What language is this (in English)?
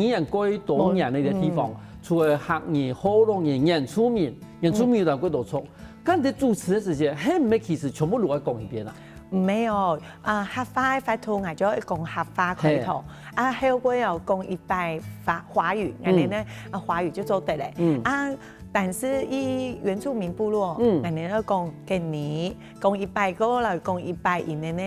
Hakka Chinese